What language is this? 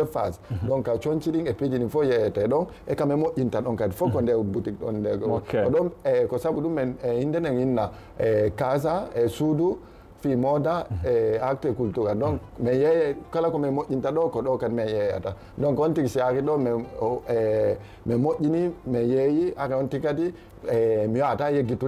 Fula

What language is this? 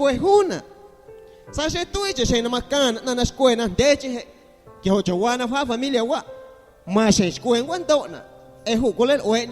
Guerrero Amuzgo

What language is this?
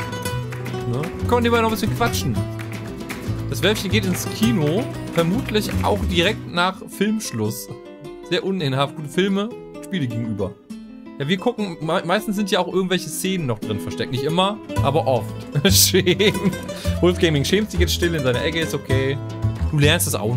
German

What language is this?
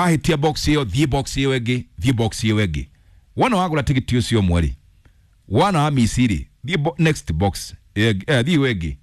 Kikuyu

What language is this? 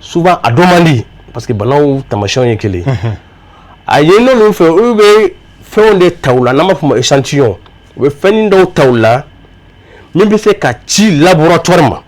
Bambara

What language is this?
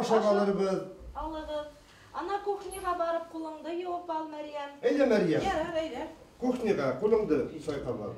Bashkir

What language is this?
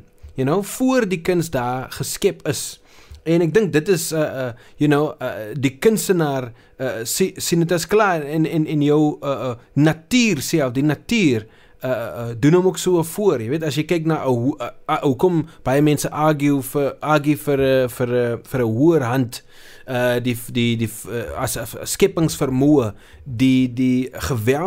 Afrikaans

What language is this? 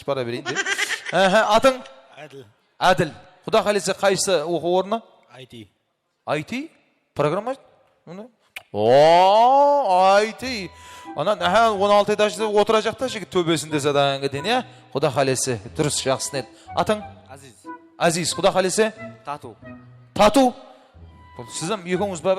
Kara-Kalpak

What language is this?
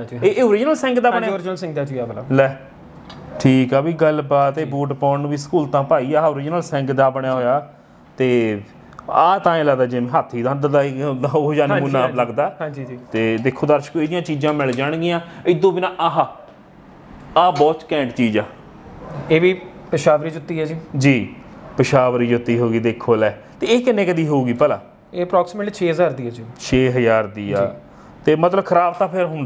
Punjabi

